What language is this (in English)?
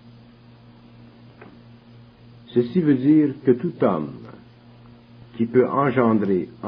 French